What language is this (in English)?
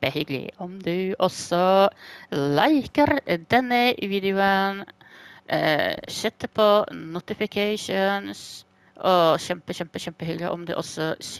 Norwegian